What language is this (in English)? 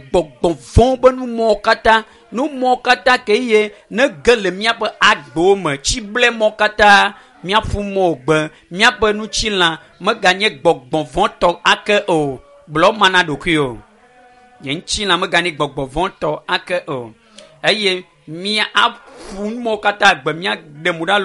Ewe